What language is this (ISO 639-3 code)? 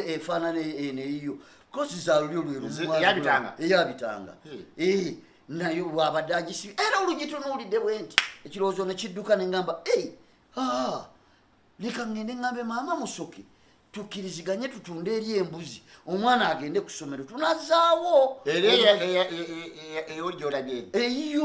lug